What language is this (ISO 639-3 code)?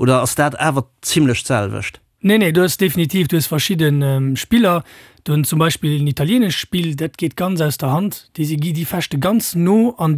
ltz